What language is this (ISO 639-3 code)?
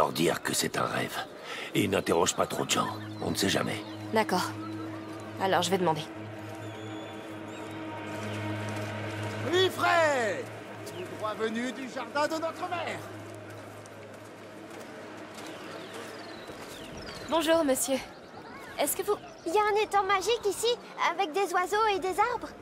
fra